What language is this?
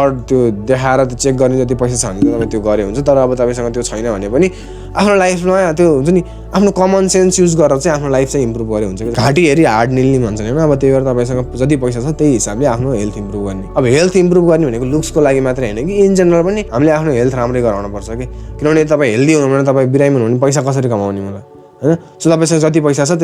Nepali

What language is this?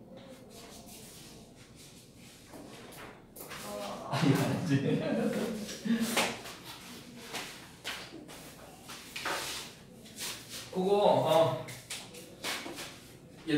Korean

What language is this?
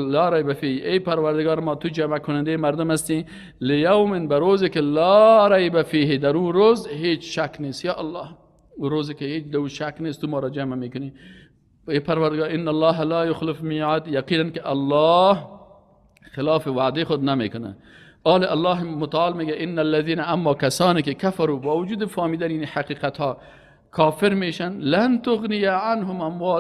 Persian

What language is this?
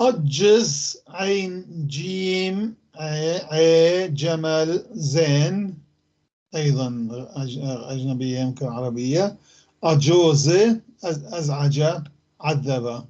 North Levantine Arabic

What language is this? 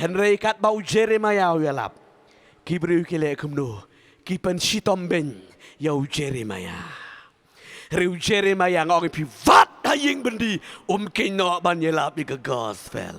Khasi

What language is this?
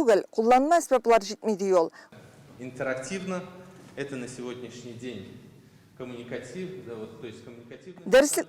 Tatar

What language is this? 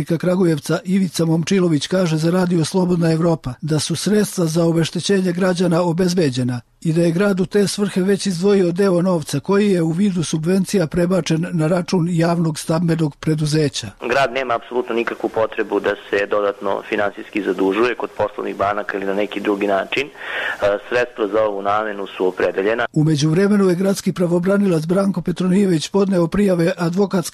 Serbian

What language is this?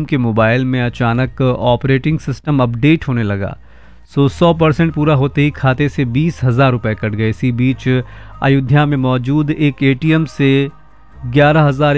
Hindi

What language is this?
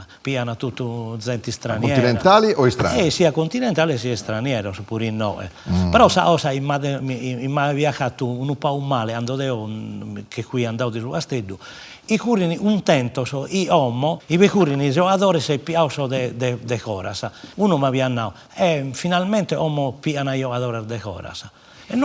Sardinian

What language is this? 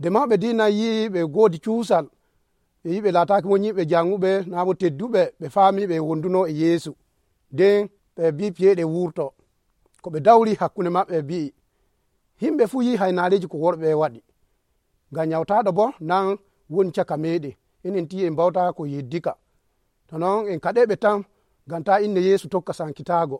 Nigerian Fulfulde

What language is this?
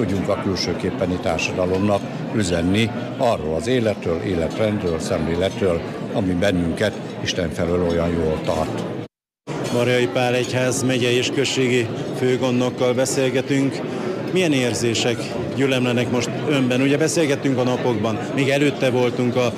Hungarian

